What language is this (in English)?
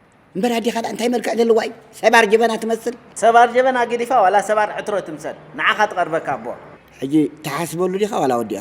Tigrinya